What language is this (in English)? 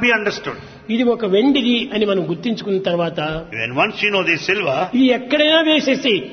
Telugu